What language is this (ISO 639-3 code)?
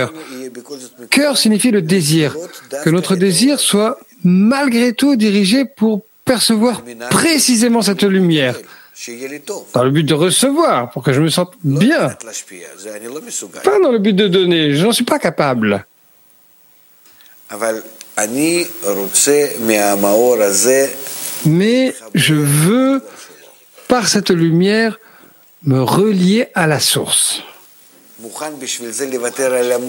fra